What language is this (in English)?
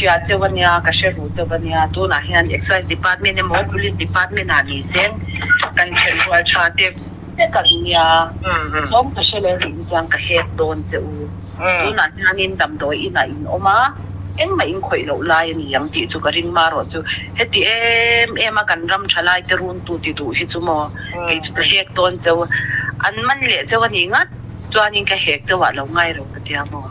Mizo